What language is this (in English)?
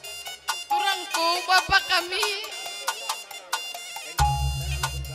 Batak Karo